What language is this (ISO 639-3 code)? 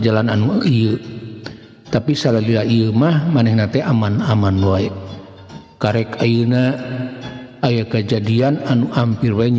sun